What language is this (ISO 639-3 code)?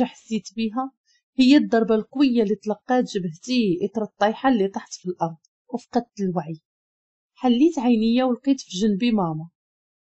ary